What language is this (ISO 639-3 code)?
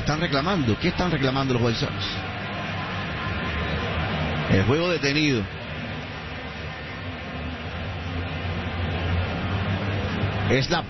spa